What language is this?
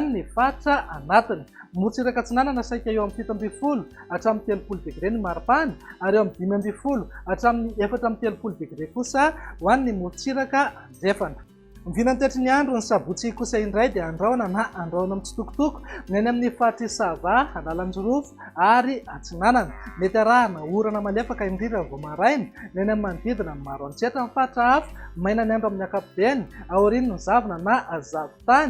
Malagasy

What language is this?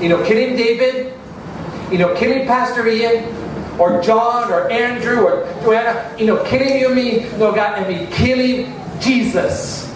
Tok Pisin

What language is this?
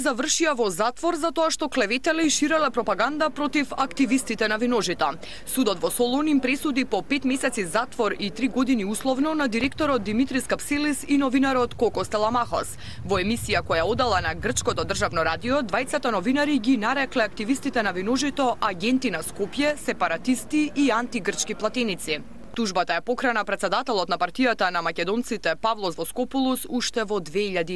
Macedonian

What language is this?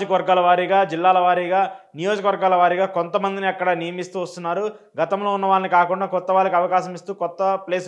Telugu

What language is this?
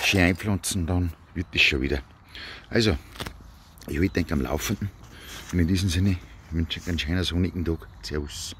Bavarian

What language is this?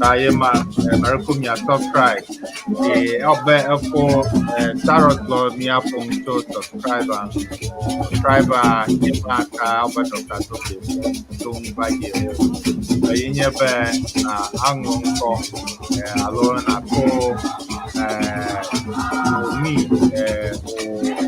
Ewe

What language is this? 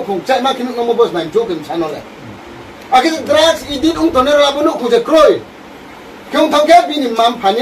Riang (India)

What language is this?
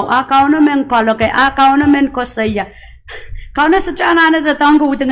Pohnpeian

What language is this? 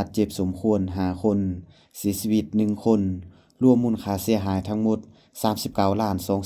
Lao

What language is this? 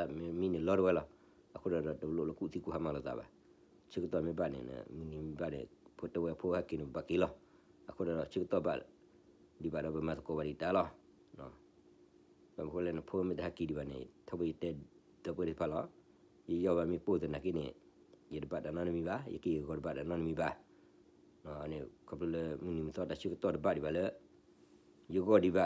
S'gaw Karen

